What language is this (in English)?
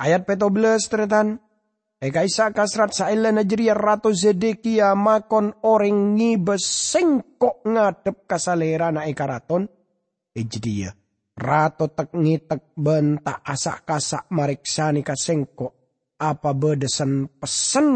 Madurese